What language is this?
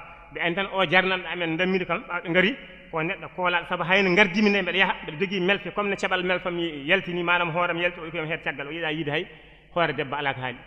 Fula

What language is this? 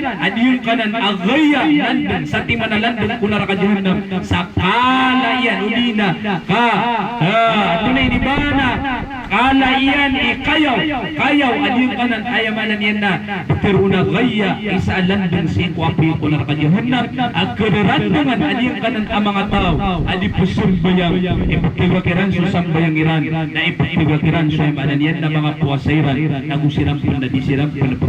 Maranao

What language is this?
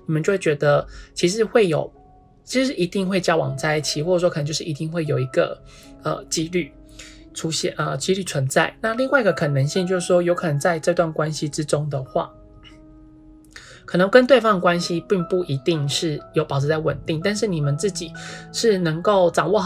Chinese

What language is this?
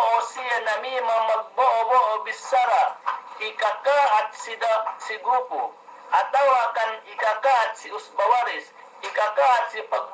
Yakan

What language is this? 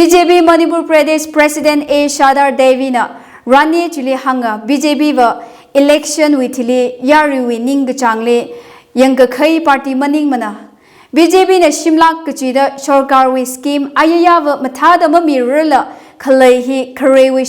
Tangkhul Naga (India)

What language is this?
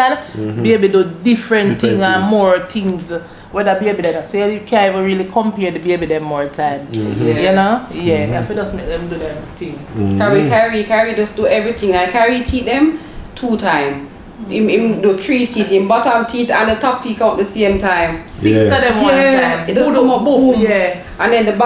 Jamaican Creole English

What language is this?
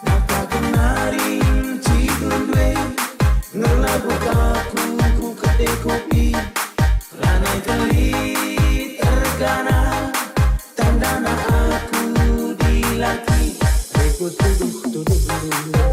Batak Karo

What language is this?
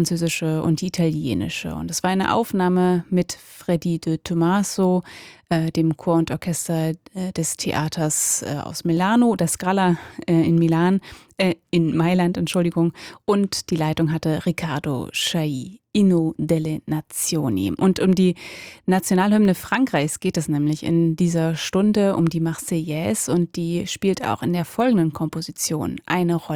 German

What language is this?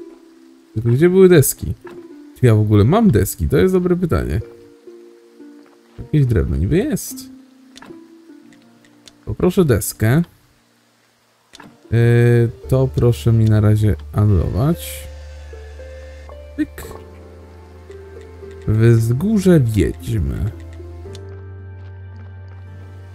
Polish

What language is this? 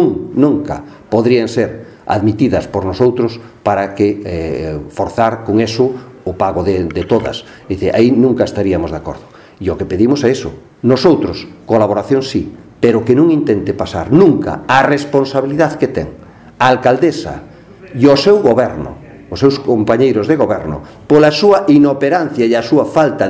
Galician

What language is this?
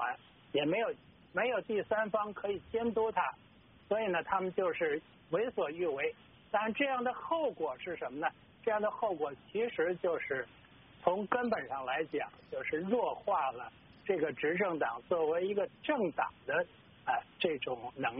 Chinese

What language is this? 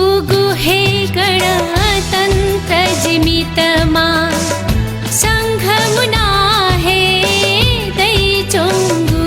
Newari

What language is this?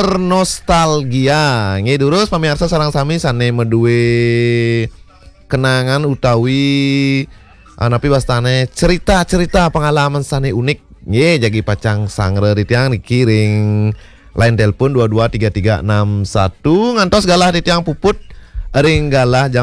Balinese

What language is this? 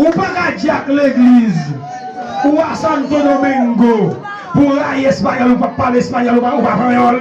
Haitian Creole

